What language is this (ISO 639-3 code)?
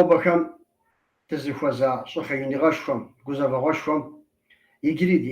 kbd